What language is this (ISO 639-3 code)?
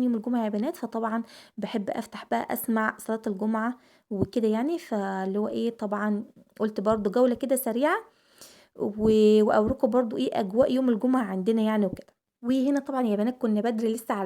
arz